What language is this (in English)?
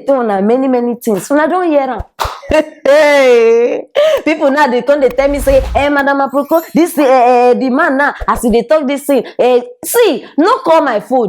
Nigerian Pidgin